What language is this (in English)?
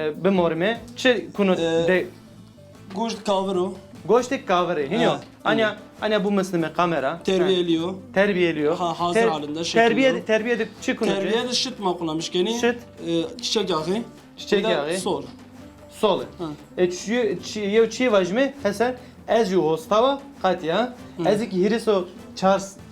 Zaza